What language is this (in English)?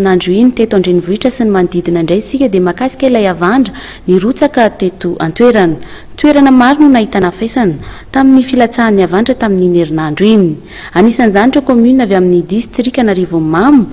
Malagasy